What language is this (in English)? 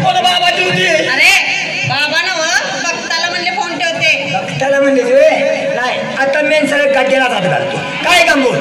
Marathi